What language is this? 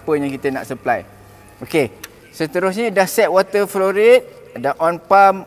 Malay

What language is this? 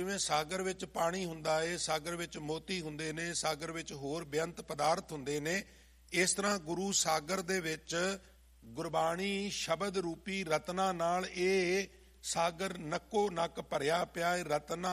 Punjabi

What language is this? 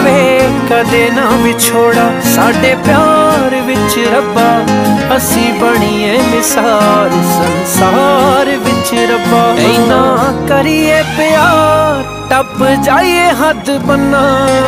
Punjabi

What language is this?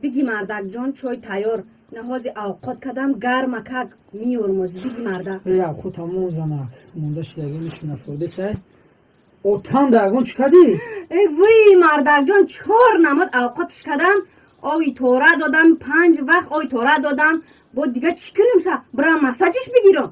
Tajik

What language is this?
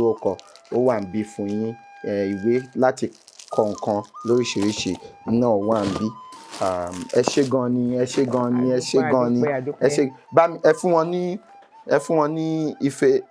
Yoruba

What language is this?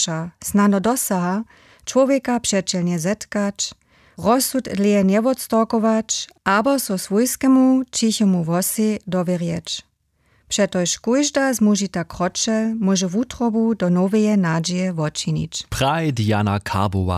Upper Sorbian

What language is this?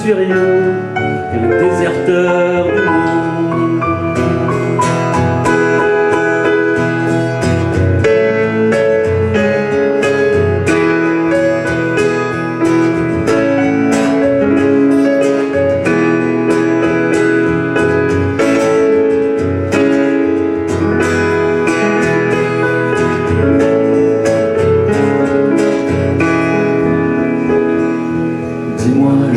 French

